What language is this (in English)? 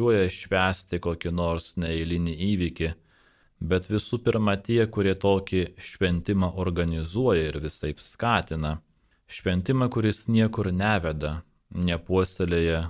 Lithuanian